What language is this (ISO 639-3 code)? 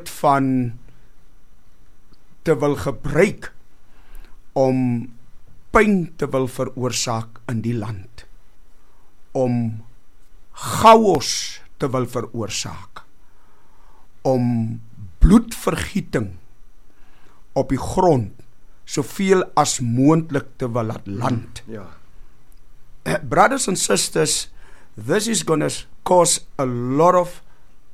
afr